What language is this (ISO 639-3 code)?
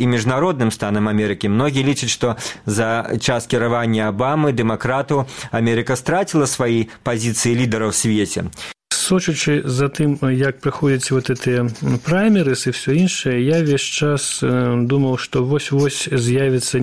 bel